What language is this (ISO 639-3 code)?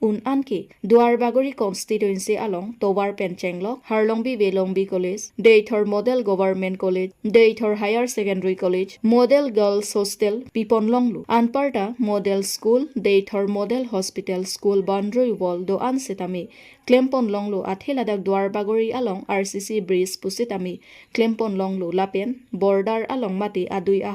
mjw